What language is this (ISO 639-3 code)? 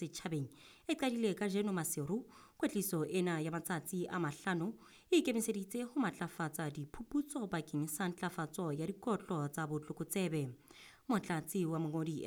sot